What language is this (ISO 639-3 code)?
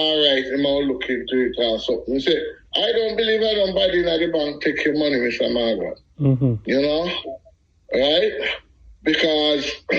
jam